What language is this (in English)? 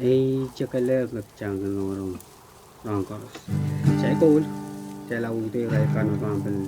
Pohnpeian